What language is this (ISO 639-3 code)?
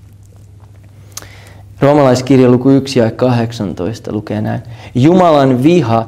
fin